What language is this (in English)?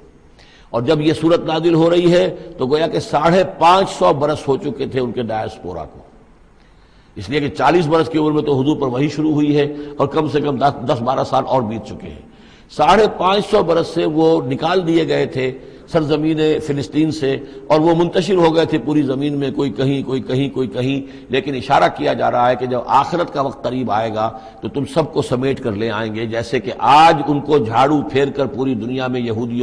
Urdu